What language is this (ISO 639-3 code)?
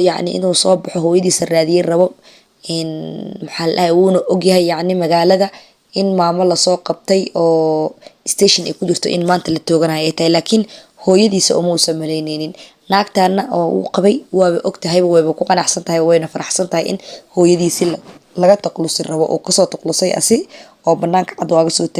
som